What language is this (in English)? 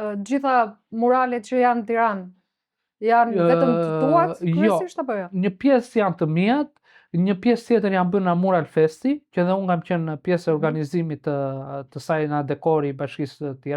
Albanian